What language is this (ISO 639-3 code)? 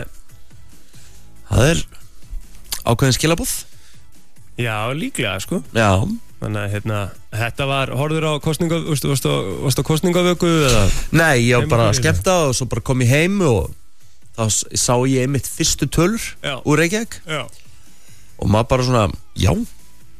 isl